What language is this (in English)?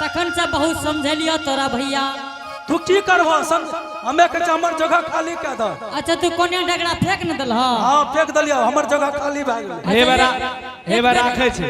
Angika